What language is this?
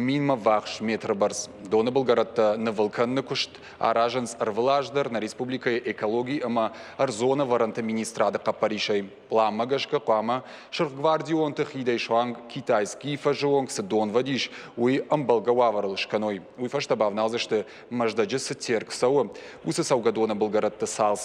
Ossetic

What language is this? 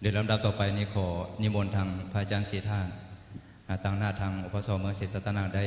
Lao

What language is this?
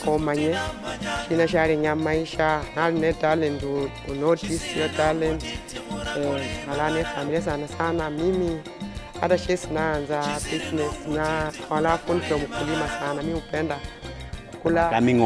Luyia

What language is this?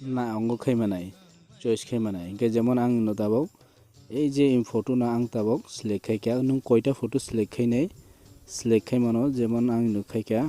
Kok Borok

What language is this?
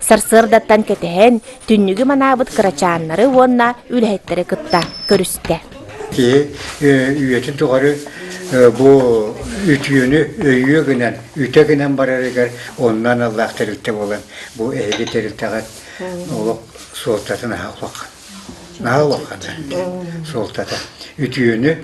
Yakut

